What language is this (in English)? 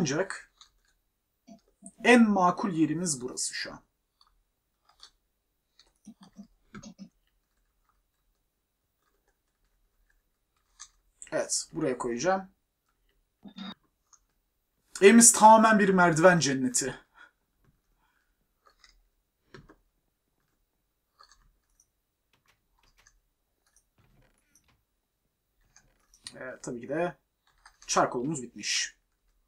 Turkish